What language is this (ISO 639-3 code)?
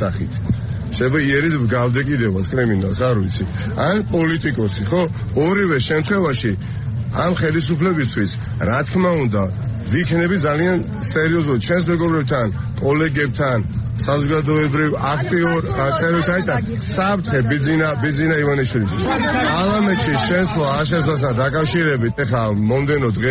kat